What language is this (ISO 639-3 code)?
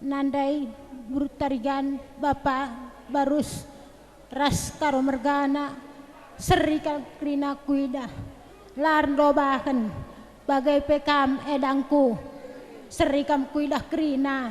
btx